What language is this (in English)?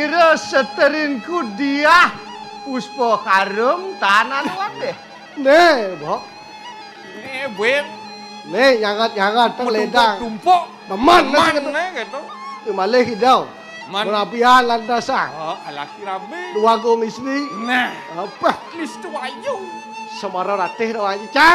Balinese